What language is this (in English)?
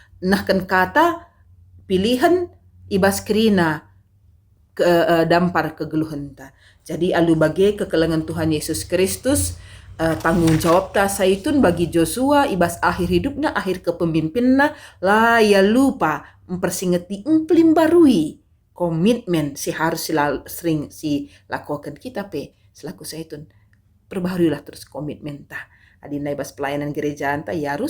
Batak Karo